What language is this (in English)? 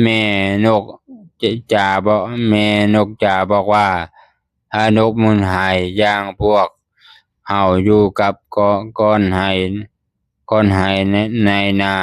Lao